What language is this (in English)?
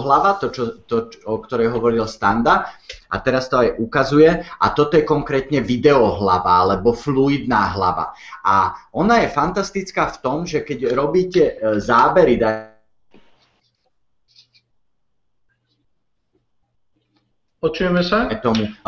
Slovak